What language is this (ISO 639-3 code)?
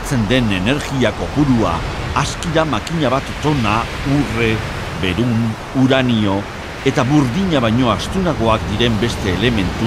eus